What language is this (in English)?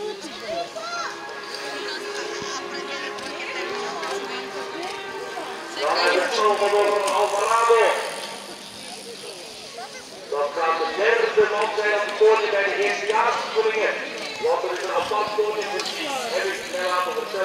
Dutch